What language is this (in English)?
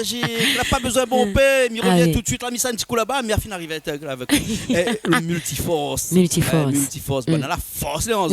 Réunion Creole French